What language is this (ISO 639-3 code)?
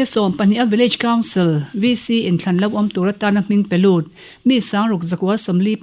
lus